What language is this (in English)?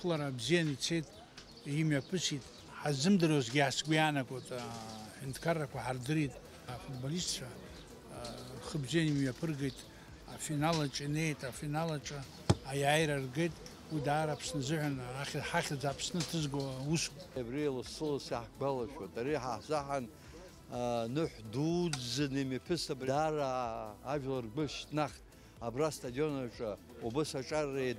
Abkhazian